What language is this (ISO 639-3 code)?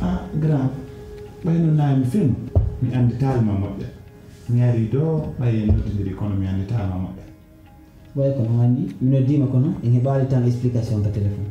fuf